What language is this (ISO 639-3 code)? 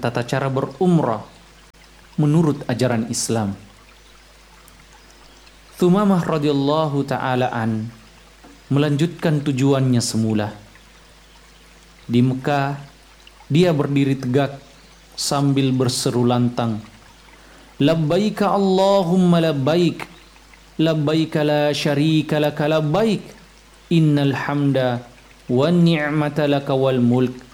ind